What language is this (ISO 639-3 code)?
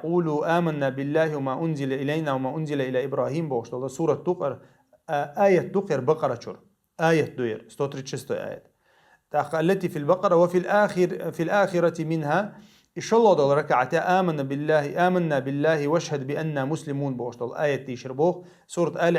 che